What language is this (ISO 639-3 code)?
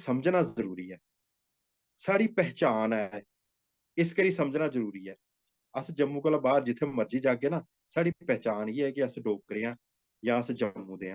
doi